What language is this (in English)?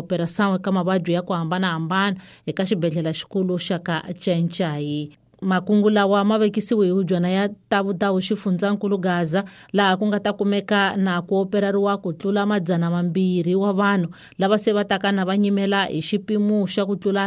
Tsonga